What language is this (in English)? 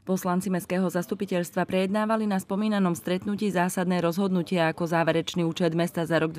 Slovak